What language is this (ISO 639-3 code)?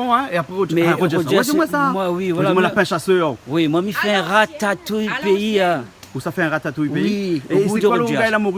rcf